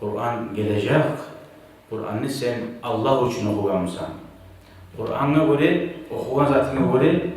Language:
Kumyk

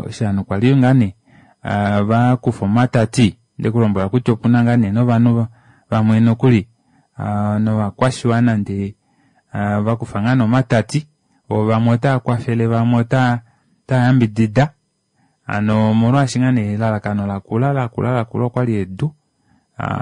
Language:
Kuanyama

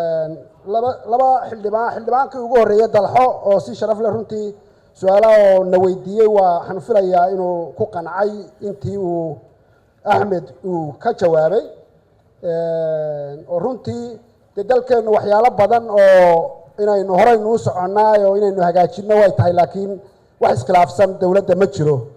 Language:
Somali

